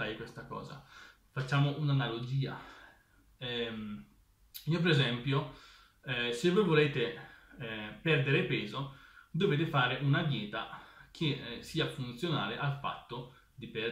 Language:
Italian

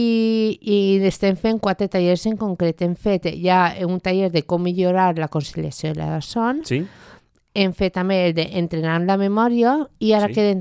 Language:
Catalan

